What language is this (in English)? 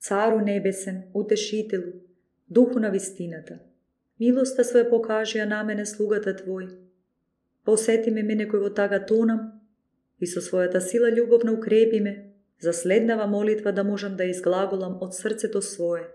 Macedonian